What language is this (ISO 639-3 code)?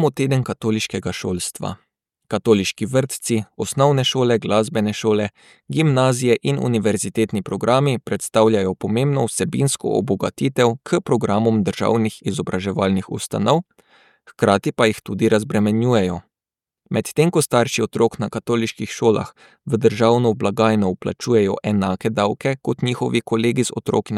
slv